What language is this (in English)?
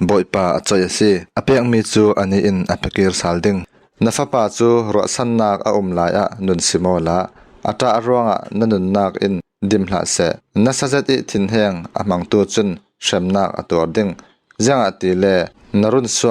Falam Chin